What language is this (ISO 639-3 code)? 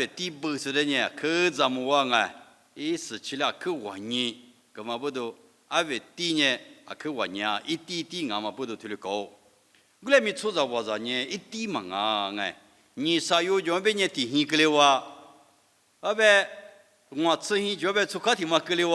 lis